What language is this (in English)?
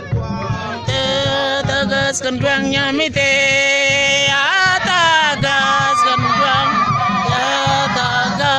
Mabaan